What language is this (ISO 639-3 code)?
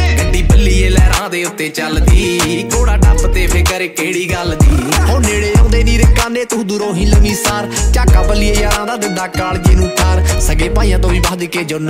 pan